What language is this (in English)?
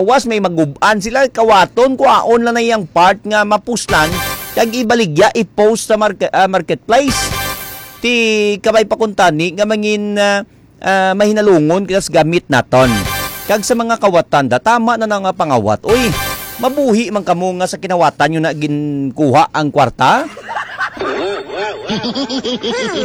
Hiligaynon